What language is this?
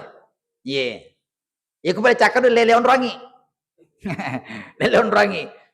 Buginese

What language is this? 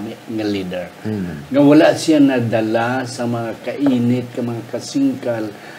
Hiligaynon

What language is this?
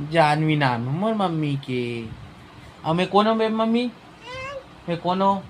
Chhattisgarhi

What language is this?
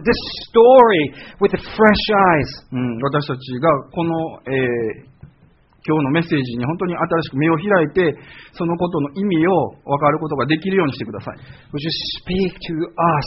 Japanese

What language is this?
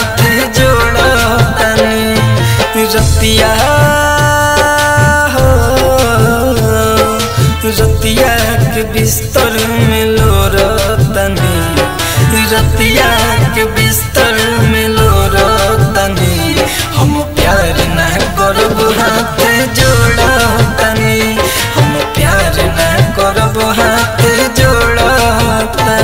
Bhojpuri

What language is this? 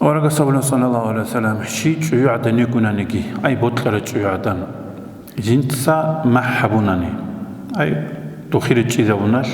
Avaric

